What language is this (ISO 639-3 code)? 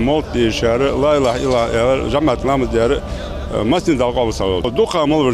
inh